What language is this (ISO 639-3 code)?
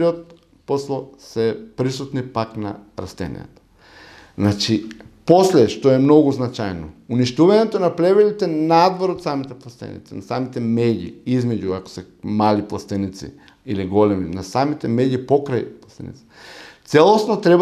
mkd